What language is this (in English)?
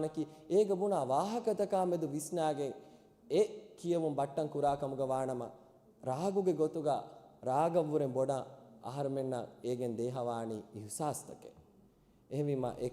Divehi